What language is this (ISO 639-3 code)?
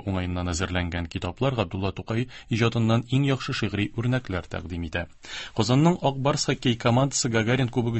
tat